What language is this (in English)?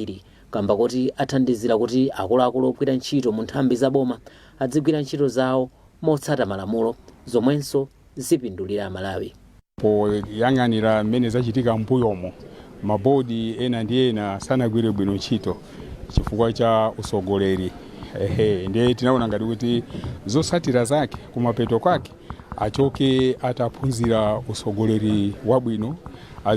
Nyanja